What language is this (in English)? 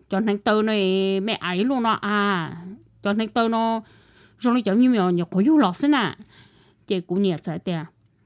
Hmong